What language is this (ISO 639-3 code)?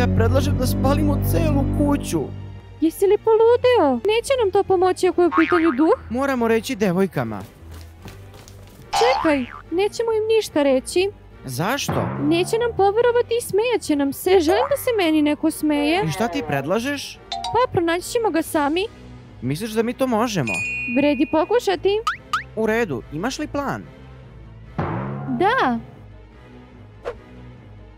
srp